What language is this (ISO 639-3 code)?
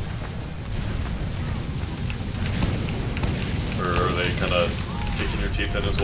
eng